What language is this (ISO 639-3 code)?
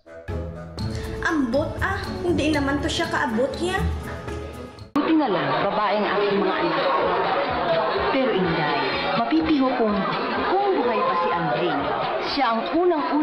fil